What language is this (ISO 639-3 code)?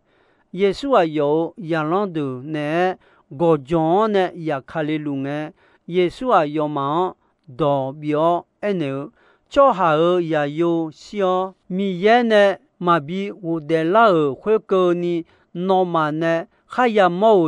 ahk